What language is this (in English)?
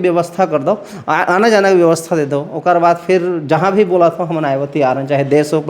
Chhattisgarhi